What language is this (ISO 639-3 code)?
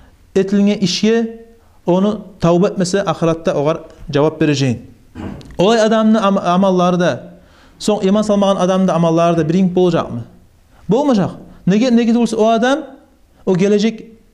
kum